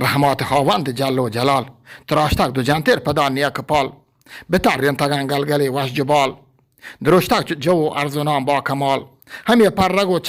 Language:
Eastern Balochi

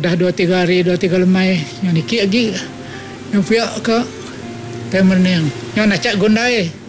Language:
Iban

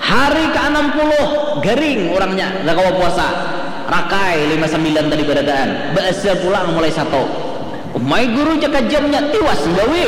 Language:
Banjar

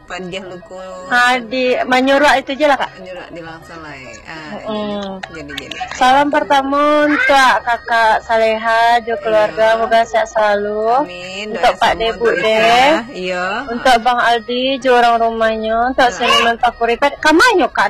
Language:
Minangkabau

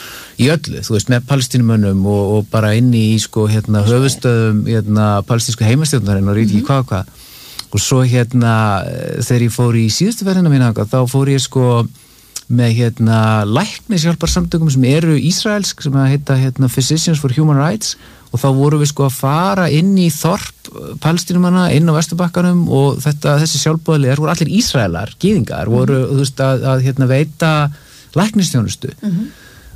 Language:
Icelandic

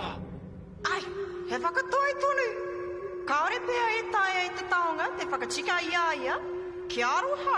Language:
Māori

